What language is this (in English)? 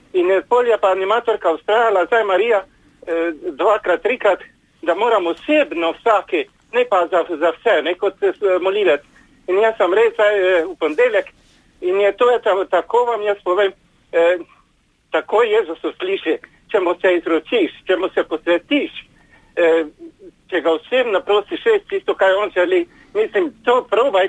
Slovenian